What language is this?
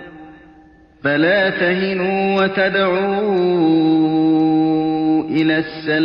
Arabic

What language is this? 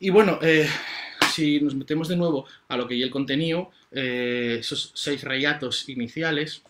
Asturian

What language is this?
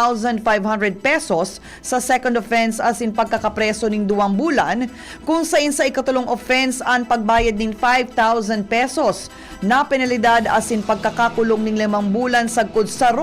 Bikol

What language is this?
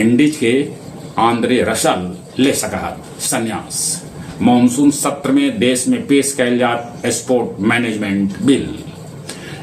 Magahi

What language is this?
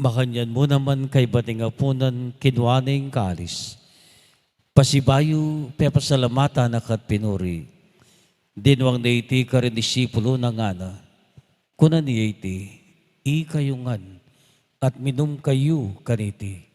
Pampanga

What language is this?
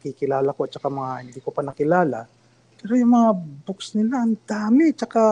Filipino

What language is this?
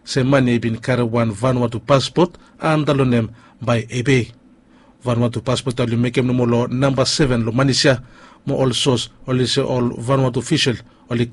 Bislama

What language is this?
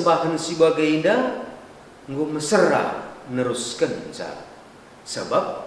Batak Karo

